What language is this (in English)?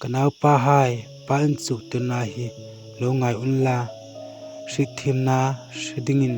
Hmar